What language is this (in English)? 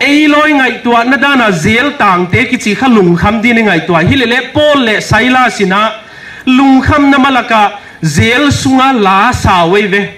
Paite Chin